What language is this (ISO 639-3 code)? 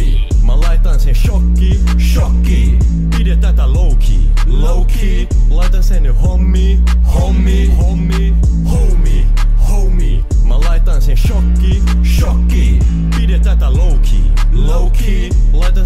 fin